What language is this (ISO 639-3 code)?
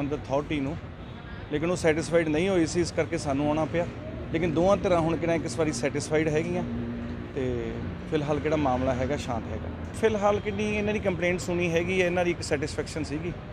pan